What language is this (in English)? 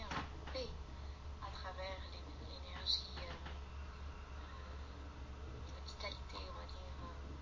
French